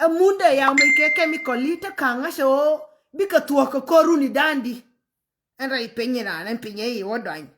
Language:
Nuer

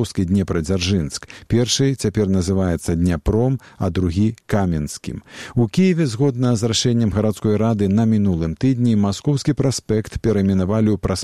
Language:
Belarusian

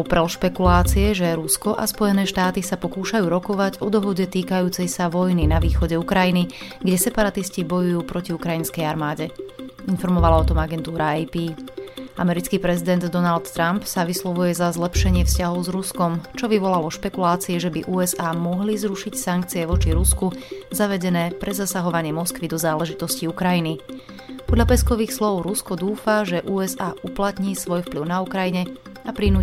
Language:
Slovak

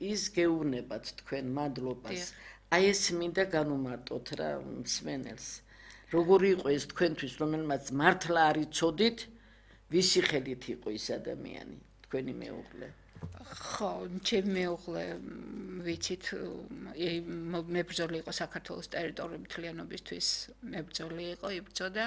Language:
Georgian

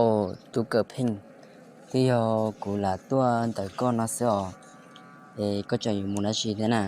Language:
Hmong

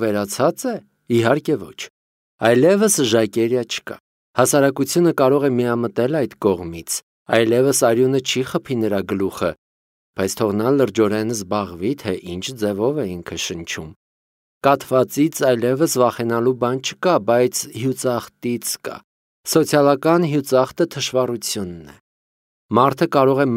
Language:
Armenian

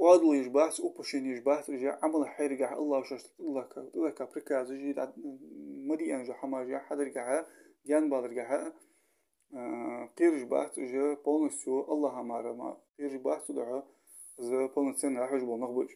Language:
Ingush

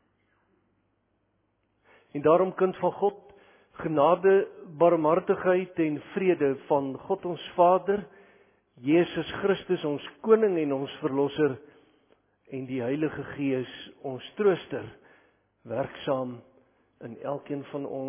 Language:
Afrikaans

